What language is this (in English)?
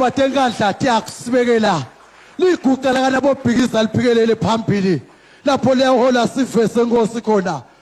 Zulu